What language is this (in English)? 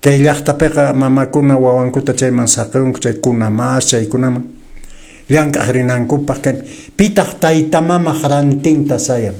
Quechua